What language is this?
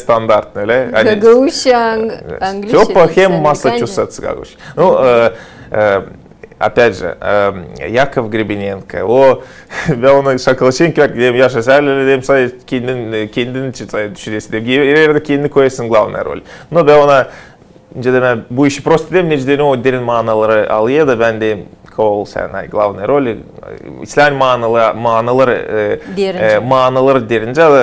Gagauz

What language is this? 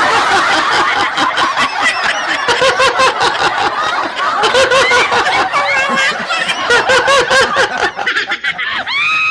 Bikol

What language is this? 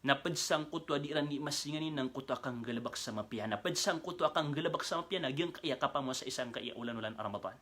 Maranao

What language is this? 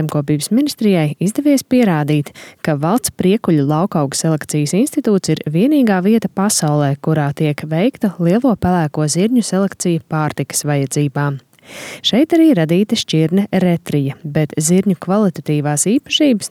Latvian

